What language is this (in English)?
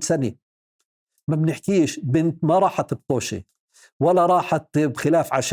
North Levantine Arabic